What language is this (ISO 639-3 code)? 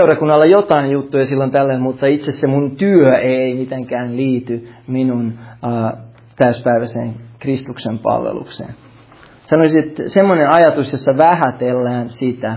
fin